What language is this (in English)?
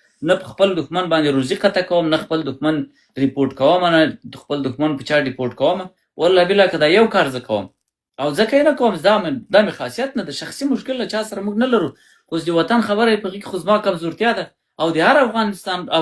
Pashto